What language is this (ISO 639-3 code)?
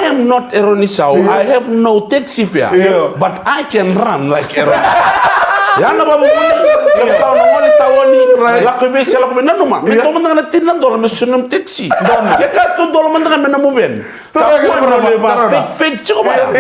fij